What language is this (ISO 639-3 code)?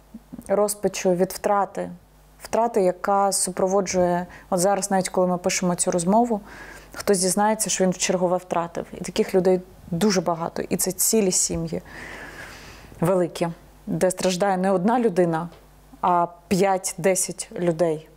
ukr